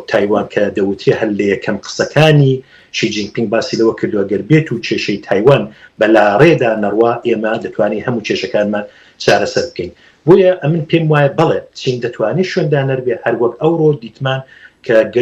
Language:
Central Kurdish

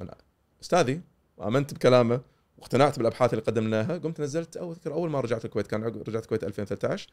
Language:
Gulf Arabic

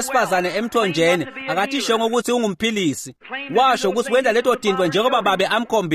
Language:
Swati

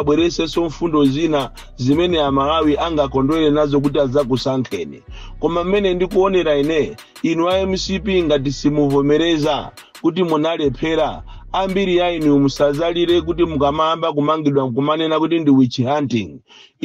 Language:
Nyanja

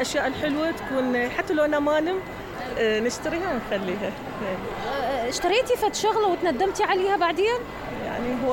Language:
Mesopotamian Arabic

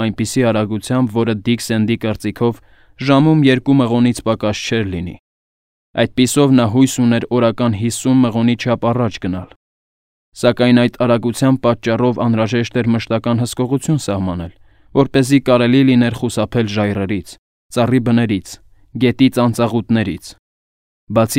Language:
Armenian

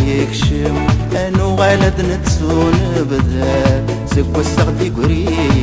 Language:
Kabyle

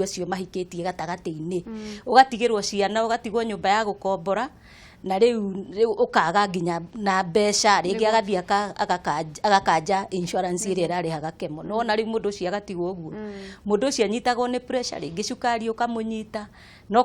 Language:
Kikuyu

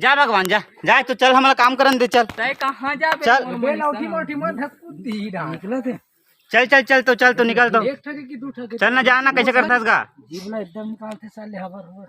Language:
Chhattisgarhi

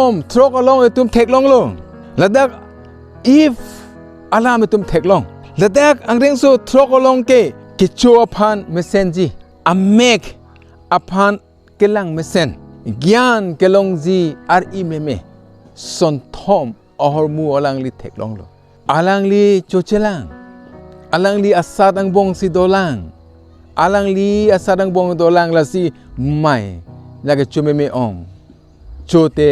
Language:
Karbi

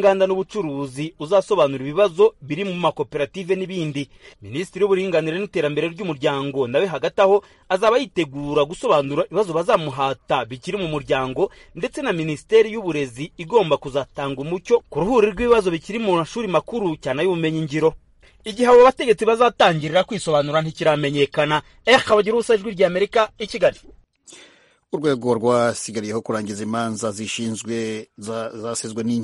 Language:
Kinyarwanda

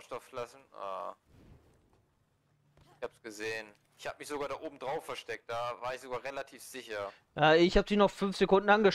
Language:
German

